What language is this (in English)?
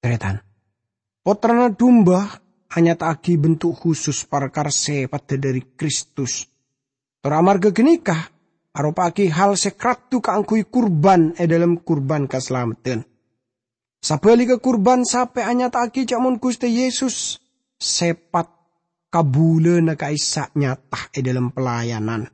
Madurese